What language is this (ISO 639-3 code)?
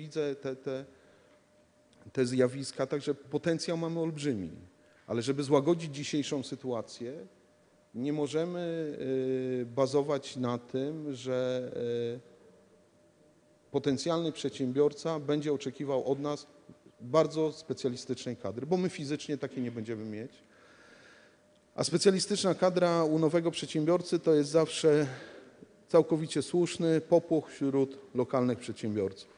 pol